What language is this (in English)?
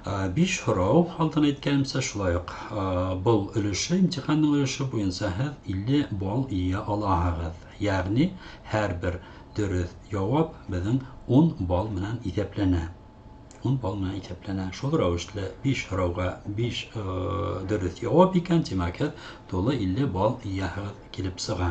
Bashkir